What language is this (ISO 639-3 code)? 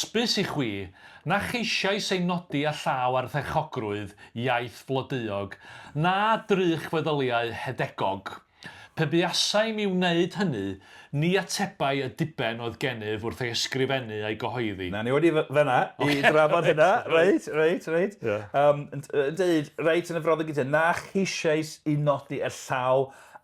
cym